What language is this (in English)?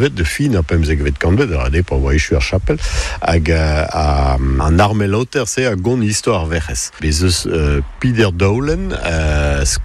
Breton